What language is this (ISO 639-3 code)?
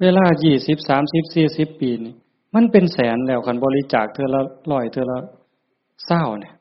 tts